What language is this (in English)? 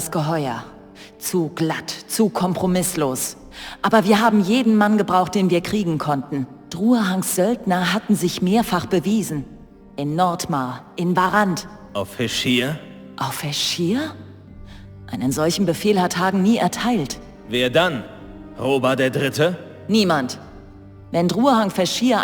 Bavarian